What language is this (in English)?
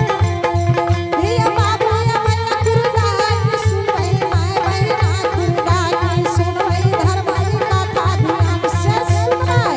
Angika